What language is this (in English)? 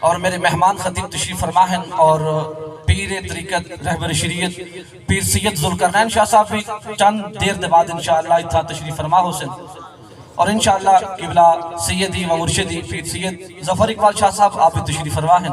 Saraiki